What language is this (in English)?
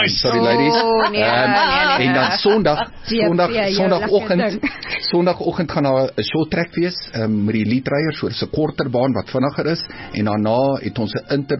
Afrikaans